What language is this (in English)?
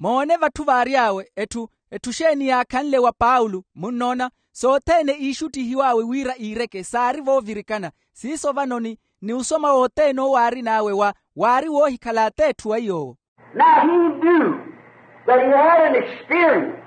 Makhuwa